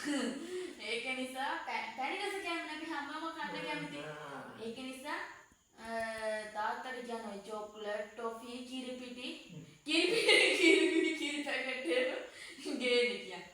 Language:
Sinhala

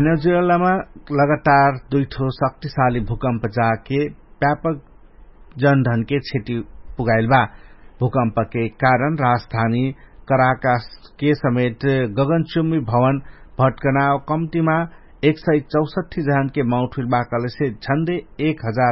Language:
Dangaura Tharu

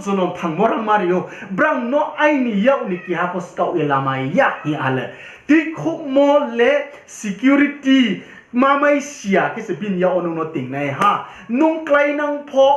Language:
Riang (India)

